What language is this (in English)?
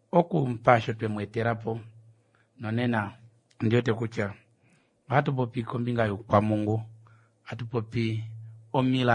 Kuanyama